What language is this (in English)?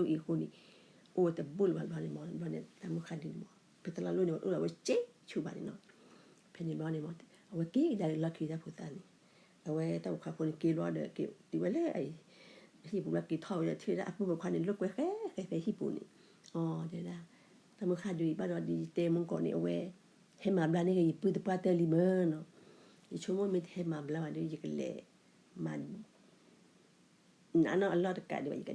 S'gaw Karen